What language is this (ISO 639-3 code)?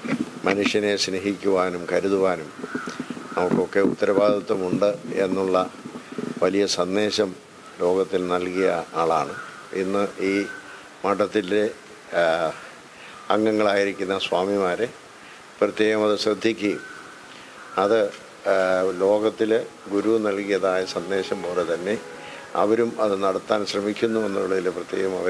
mal